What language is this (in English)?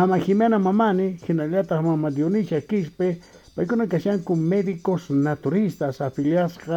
South Bolivian Quechua